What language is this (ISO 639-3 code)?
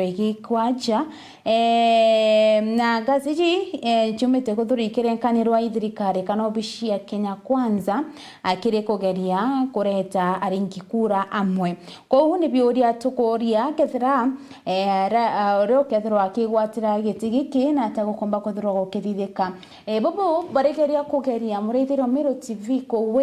mer